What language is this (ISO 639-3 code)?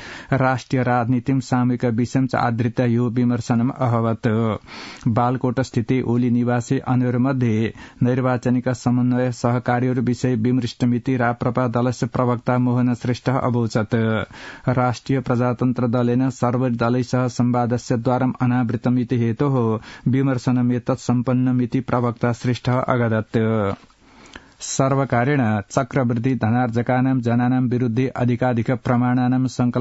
san